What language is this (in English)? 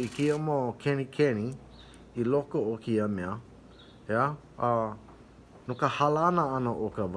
Hawaiian